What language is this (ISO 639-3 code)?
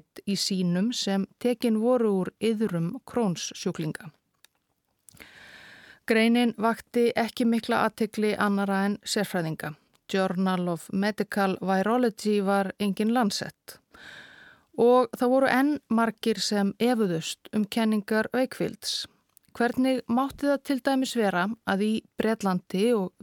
isl